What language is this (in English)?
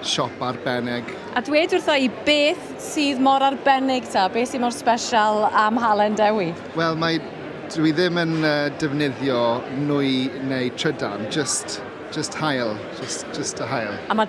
Welsh